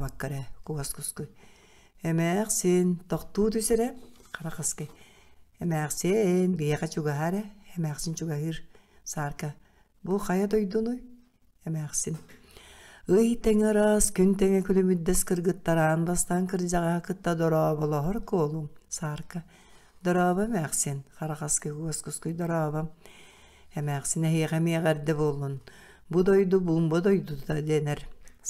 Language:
Yakut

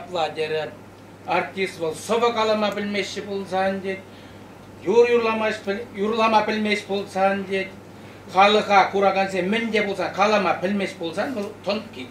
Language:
Chuvash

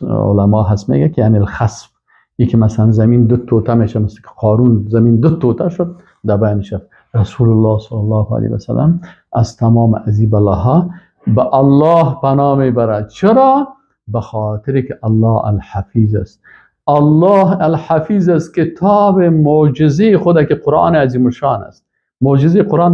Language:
Persian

